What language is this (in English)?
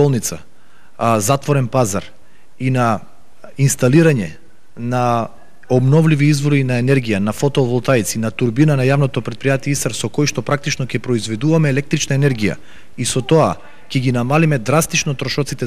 Macedonian